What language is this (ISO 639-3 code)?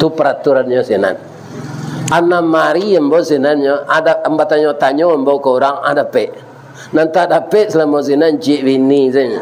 min